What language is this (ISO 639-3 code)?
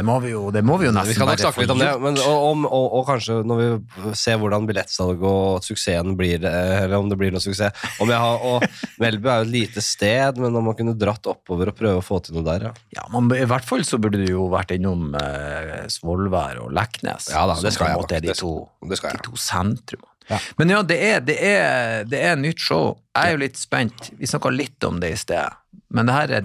nor